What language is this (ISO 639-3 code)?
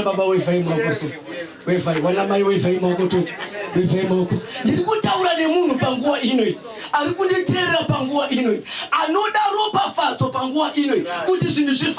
sna